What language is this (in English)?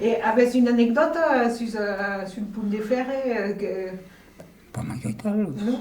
Occitan